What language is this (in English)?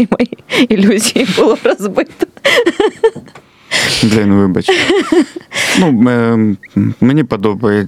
Ukrainian